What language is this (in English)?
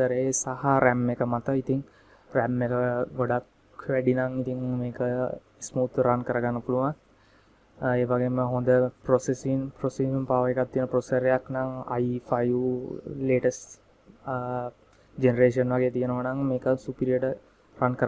Sinhala